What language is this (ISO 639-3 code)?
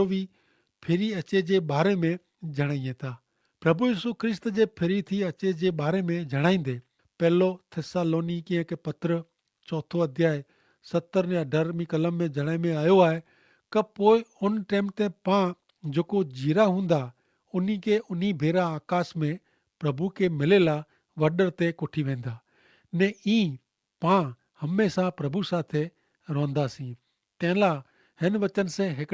kfr